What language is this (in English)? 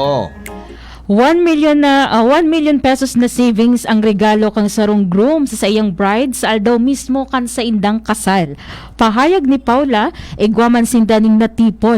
Bikol